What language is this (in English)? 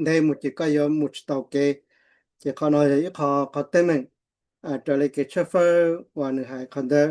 Hmong